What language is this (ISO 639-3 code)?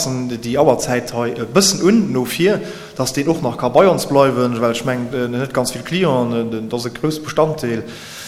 ltz